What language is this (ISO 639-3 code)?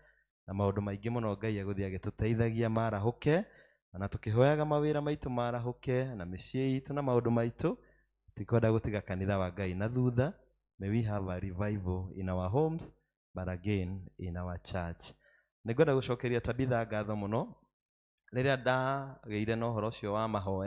kik